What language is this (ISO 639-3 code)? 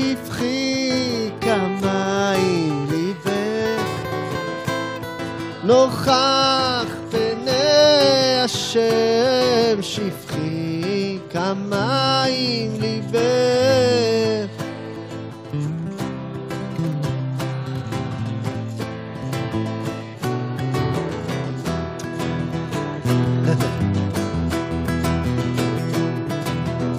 heb